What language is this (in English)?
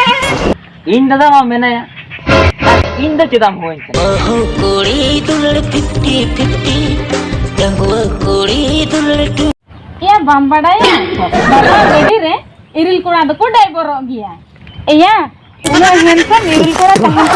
Santali